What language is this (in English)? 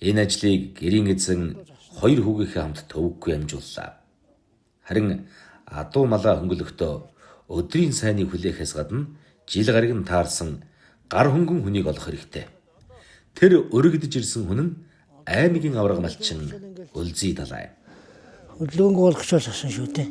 Mongolian